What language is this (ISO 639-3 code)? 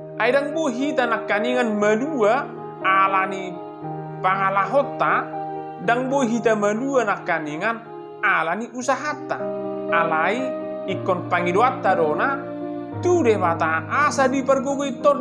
bbc